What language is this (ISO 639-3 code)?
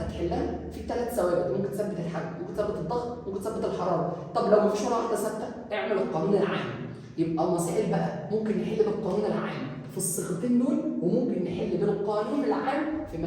arz